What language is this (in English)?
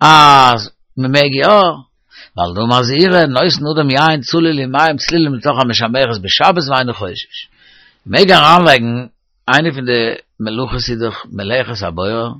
Yiddish